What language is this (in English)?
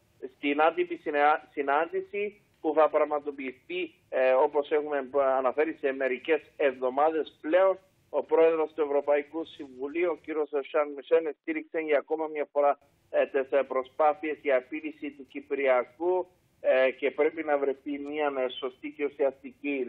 Greek